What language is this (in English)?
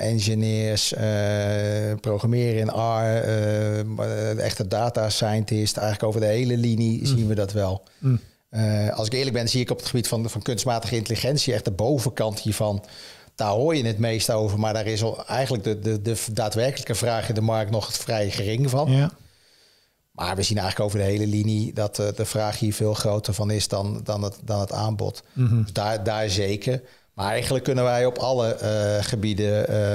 Dutch